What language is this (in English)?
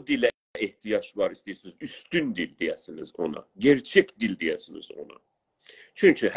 South Azerbaijani